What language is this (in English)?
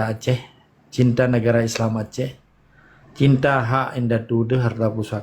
Achinese